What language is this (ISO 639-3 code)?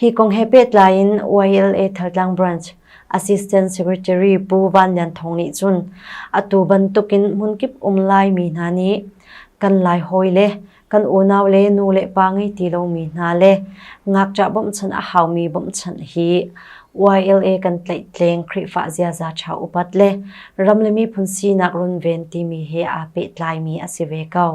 cnh